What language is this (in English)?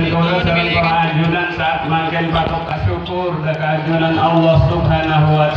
Madurese